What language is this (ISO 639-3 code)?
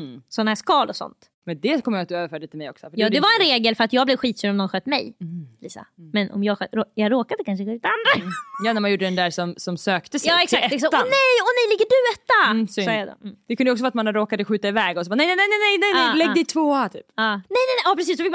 swe